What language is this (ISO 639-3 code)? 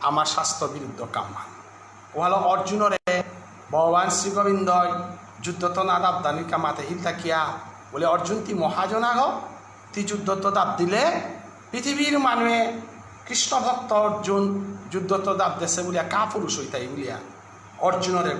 bpy